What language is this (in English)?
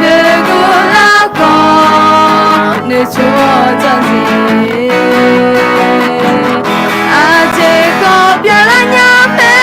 Akha